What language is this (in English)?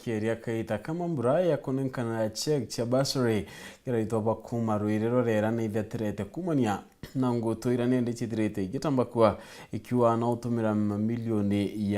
Meru